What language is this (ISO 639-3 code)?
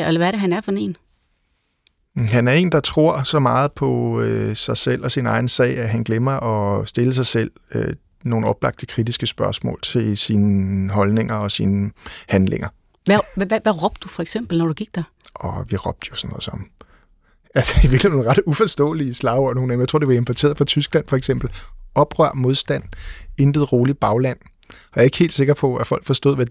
dan